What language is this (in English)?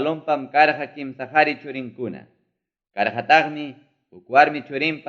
Ayacucho Quechua